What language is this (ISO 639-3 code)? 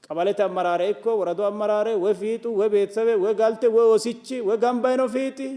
sid